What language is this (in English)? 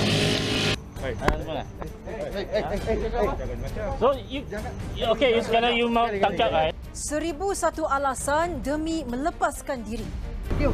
Malay